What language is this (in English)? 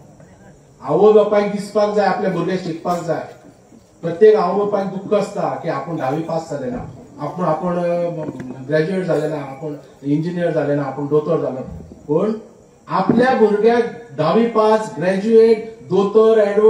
Konkani